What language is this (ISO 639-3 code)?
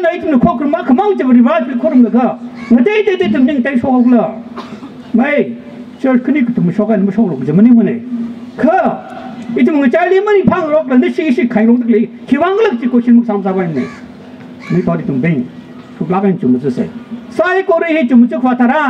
nmf